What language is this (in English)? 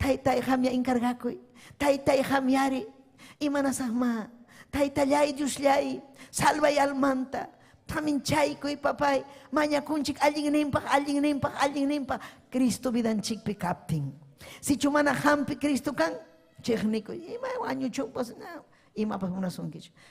Ayacucho Quechua